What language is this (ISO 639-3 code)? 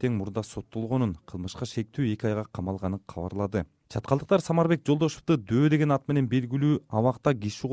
kir